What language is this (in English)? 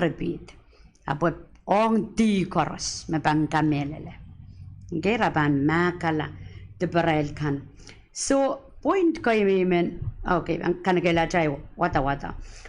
Pohnpeian